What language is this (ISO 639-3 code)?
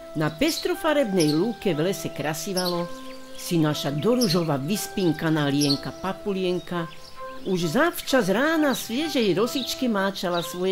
slk